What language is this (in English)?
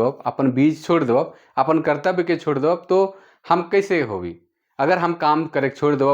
Sadri